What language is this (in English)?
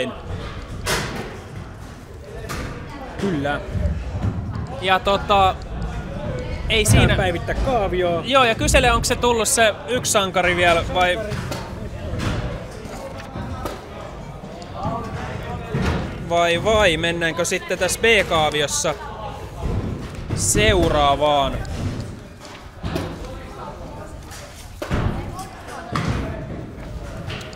Finnish